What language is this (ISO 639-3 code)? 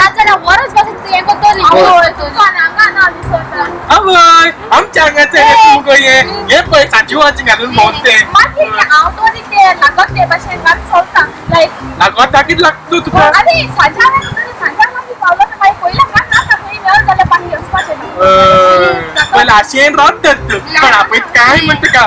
kok